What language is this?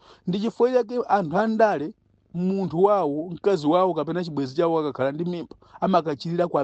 Nyanja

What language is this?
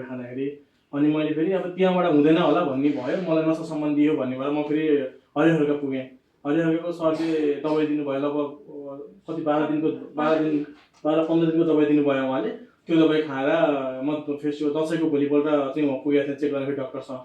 Nepali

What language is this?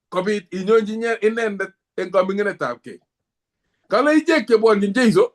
Kalenjin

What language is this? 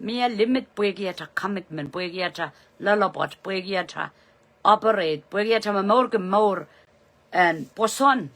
Pohnpeian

